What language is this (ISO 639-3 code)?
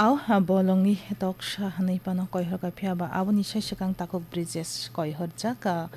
trp